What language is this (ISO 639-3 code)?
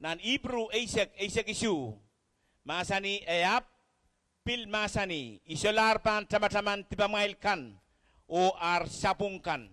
pon